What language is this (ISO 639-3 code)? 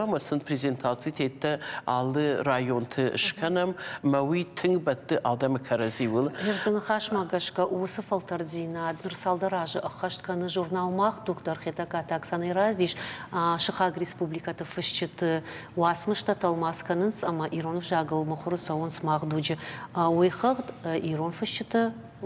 oss